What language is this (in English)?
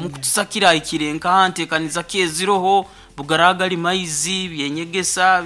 Nyoro